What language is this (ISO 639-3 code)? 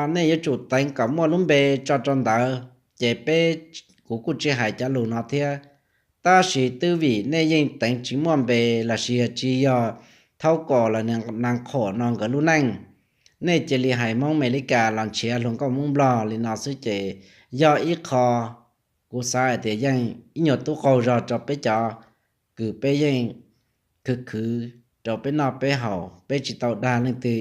hmn